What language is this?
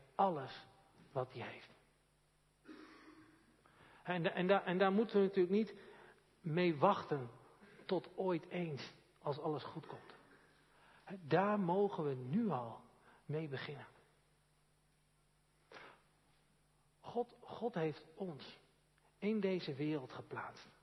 Dutch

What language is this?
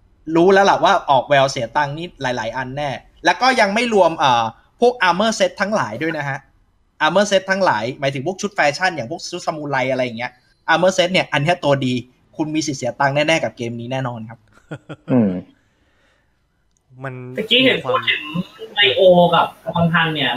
Thai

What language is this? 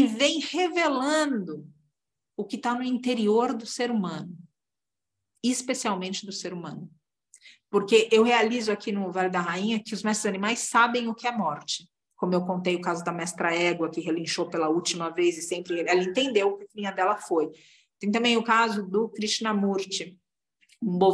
Portuguese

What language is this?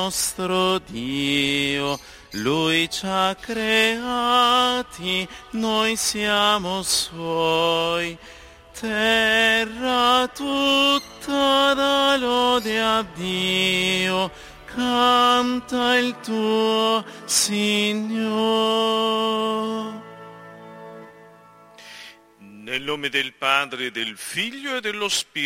Italian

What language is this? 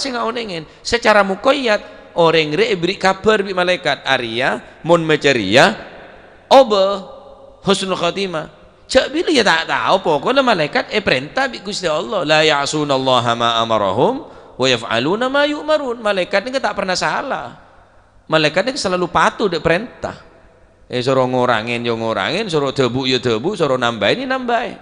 Madurese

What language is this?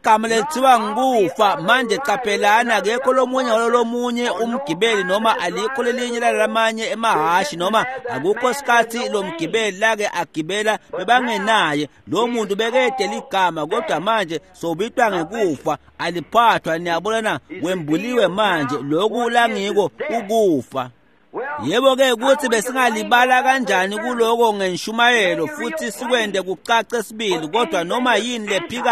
Swati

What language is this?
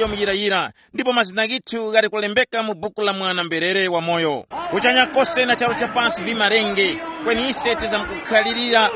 Tumbuka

